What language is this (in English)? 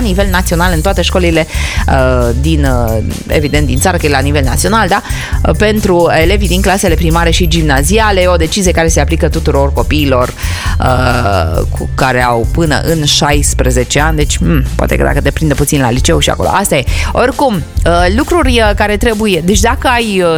Romanian